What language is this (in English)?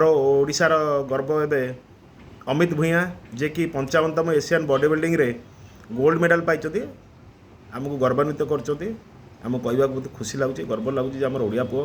Odia